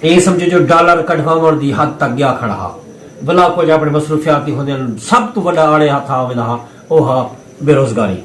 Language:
Saraiki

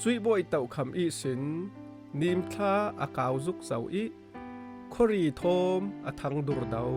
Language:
Falam Chin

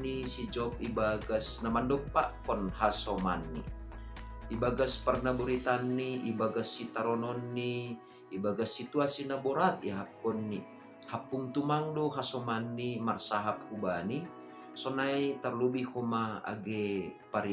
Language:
Batak Simalungun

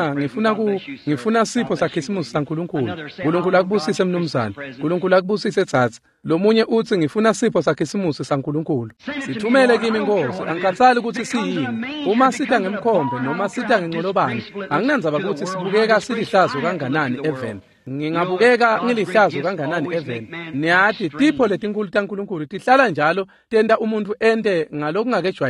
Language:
Swati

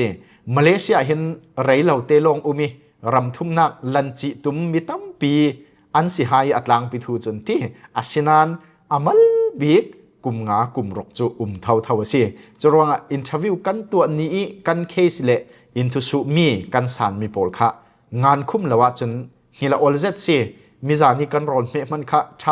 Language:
Falam Chin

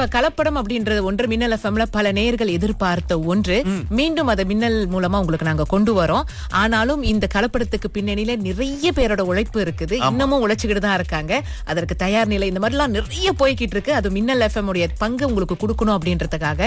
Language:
Tamil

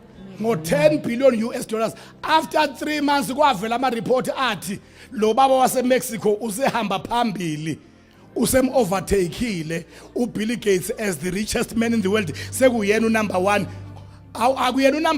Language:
Zulu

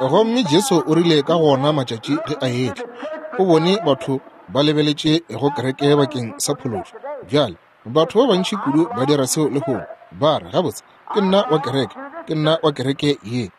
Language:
Northern Sotho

